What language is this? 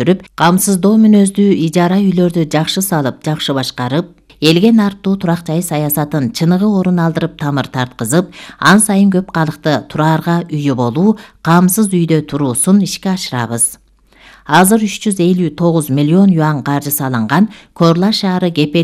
Kyrgyz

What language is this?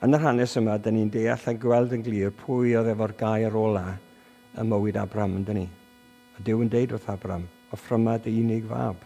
Welsh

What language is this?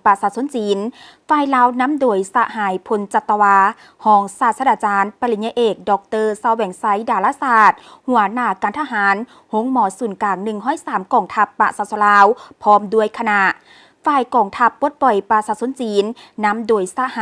Lao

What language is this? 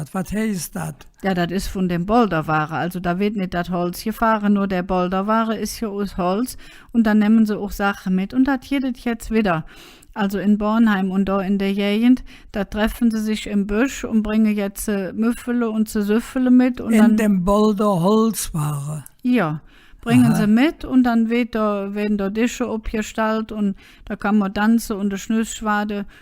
Colognian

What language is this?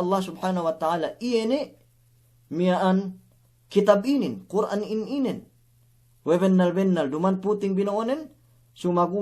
Yakan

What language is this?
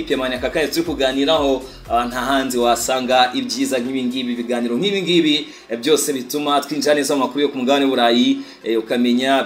Kinyarwanda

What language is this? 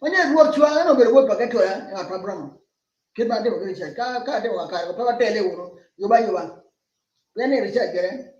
Acoli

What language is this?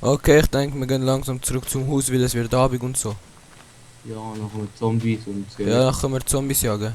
Swiss German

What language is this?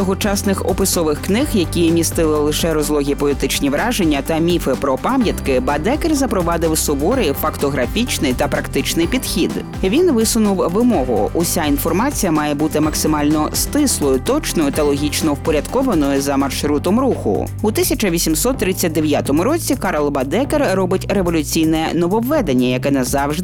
Ukrainian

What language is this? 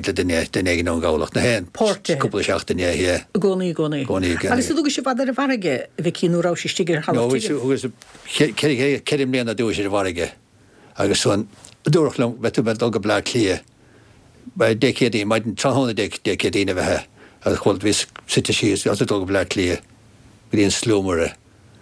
Irish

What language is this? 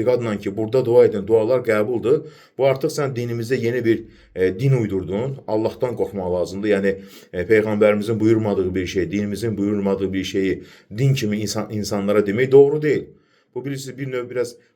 Azerbaijani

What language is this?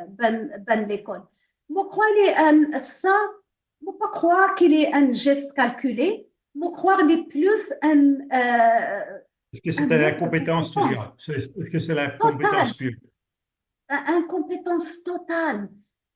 Morisyen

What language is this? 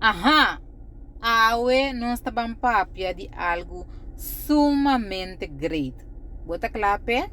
Papiamento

